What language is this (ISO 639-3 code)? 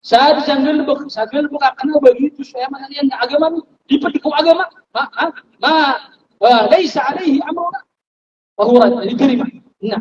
mrw